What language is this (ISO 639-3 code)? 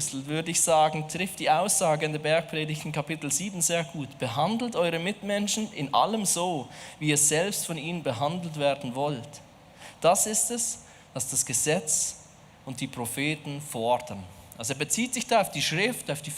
gsw